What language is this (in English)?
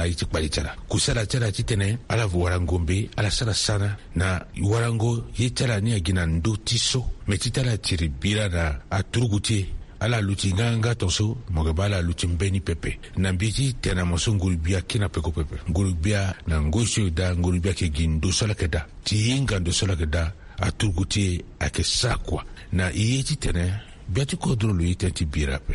Sango